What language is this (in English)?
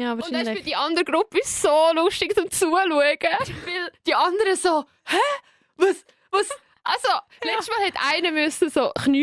Swiss German